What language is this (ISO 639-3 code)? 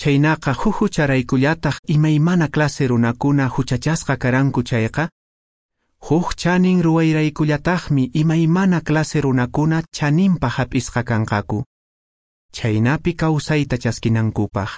que